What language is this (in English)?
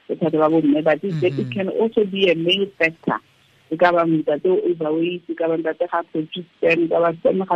Tswana